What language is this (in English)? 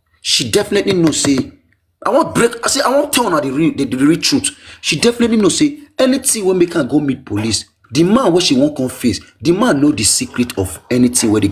Nigerian Pidgin